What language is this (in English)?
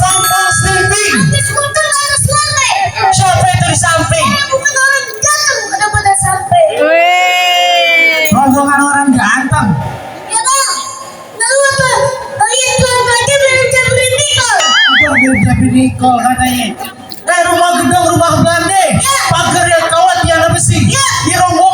Betawi